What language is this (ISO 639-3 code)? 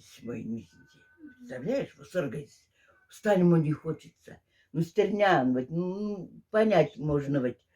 mdf